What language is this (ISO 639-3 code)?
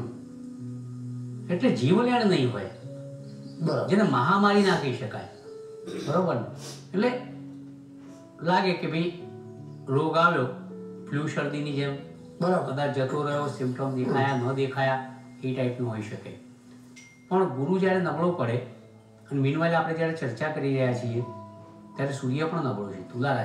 guj